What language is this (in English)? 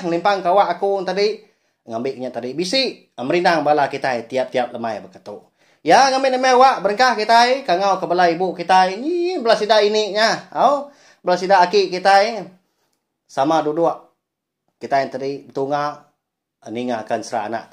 Iban